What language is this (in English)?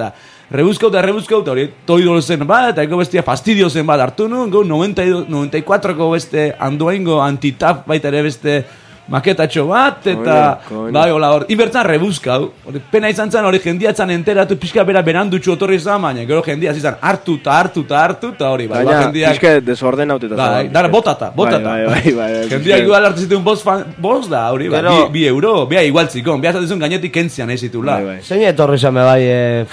Basque